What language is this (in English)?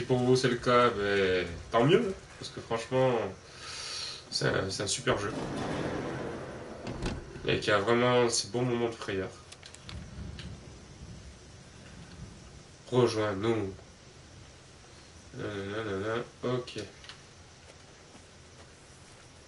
French